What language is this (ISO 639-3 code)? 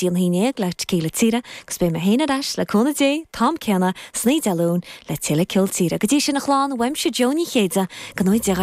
gle